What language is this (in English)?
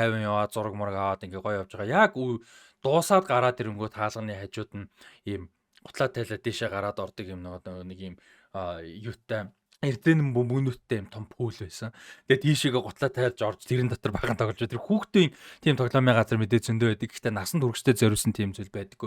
Mongolian